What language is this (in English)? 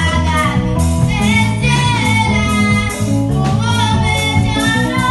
Ewe